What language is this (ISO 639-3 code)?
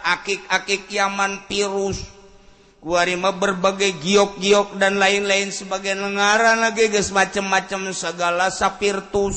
sun